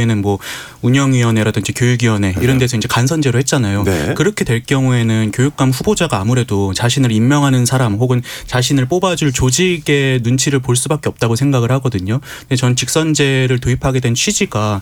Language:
Korean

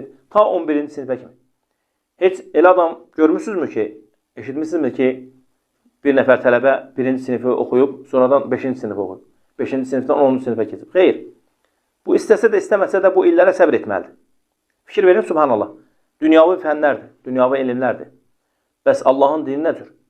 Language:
Azerbaijani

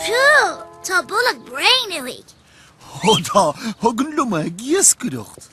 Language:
Irish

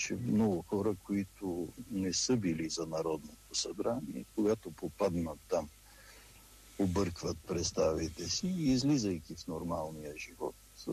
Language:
Bulgarian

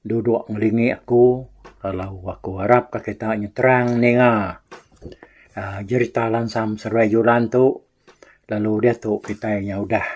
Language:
Iban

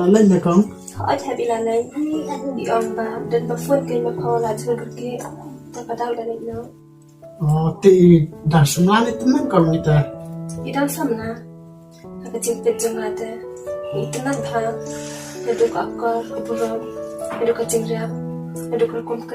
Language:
Khasi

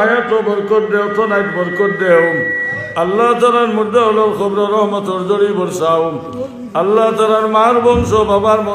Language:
Sylheti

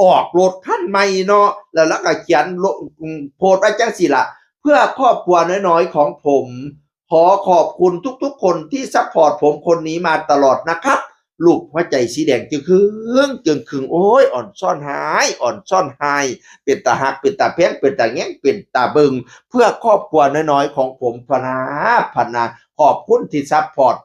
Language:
Northeastern Thai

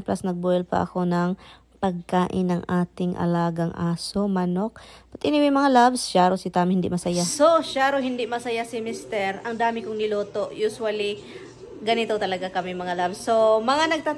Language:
Filipino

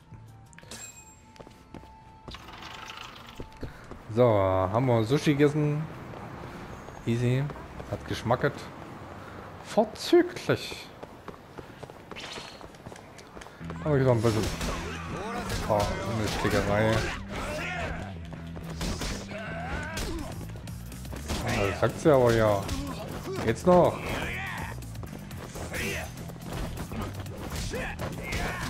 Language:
German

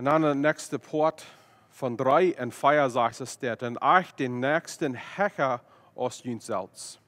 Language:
Plautdietsch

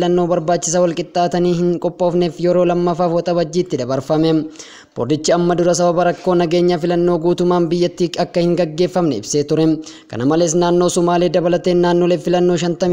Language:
Oromo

